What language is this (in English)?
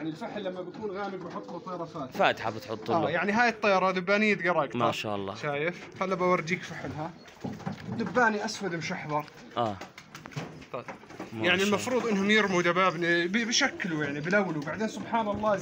South Levantine Arabic